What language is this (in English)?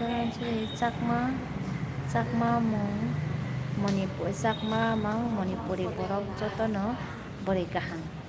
Kok Borok